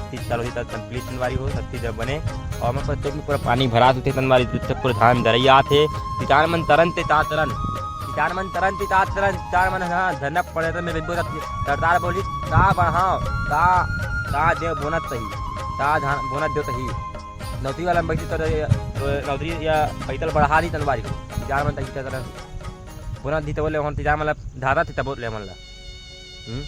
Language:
Chhattisgarhi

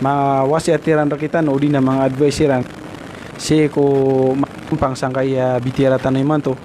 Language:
Maranao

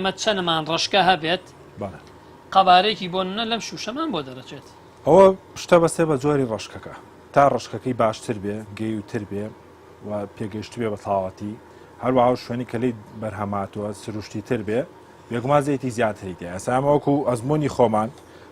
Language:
Central Kurdish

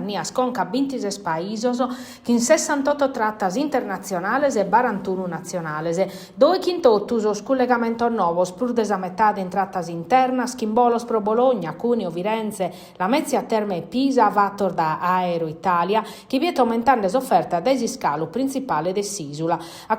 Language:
Sardinian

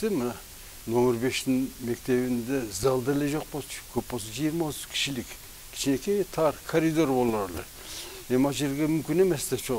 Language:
Kyrgyz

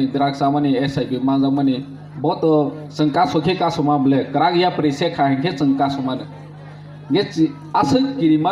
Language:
Kok Borok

